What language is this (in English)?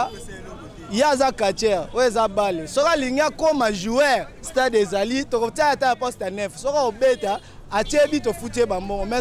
Lingala